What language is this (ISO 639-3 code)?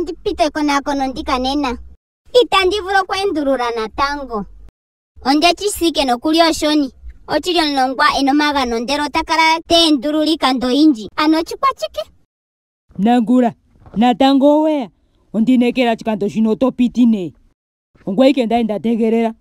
ndo